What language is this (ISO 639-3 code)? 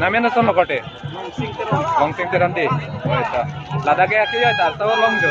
mjw